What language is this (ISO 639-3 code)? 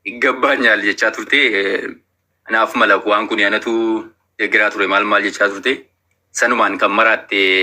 orm